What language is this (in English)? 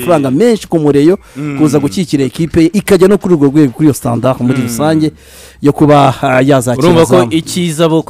Kinyarwanda